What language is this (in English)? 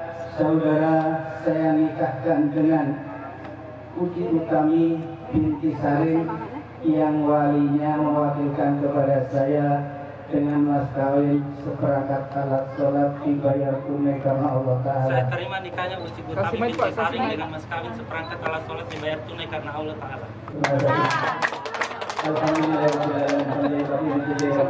Indonesian